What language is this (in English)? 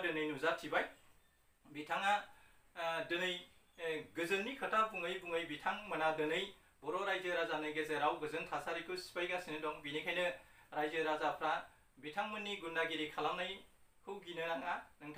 Bodo